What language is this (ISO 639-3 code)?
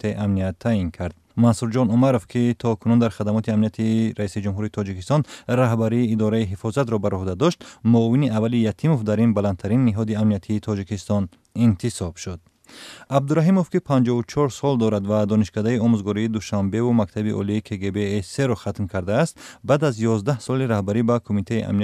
tgk